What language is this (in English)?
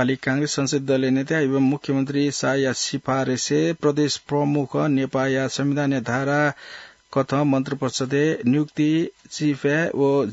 Newari